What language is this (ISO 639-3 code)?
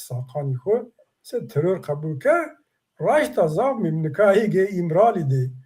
zza